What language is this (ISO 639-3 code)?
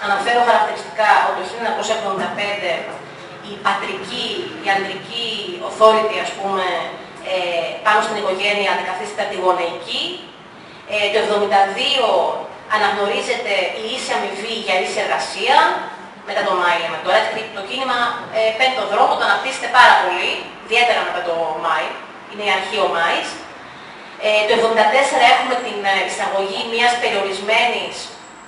ell